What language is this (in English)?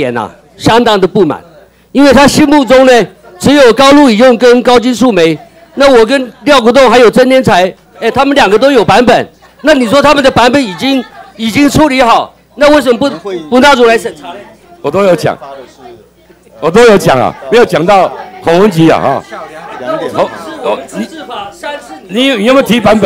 Chinese